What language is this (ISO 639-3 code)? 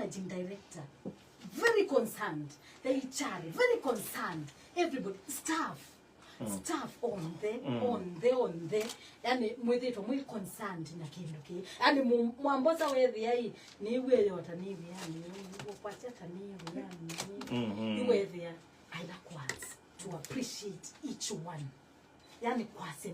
kam